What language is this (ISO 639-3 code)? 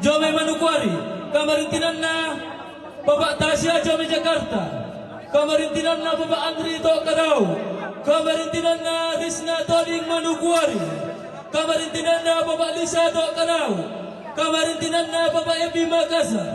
sda